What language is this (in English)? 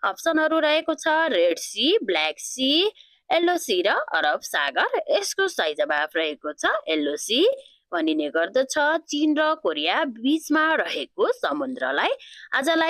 Nepali